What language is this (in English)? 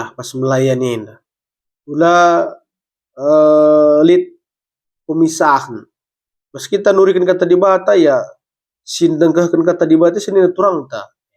Batak Karo